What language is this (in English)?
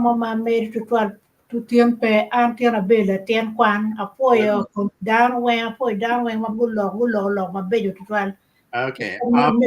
Acoli